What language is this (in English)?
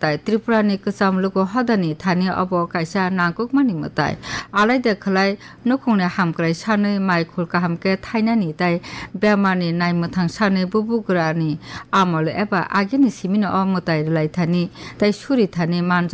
Kok Borok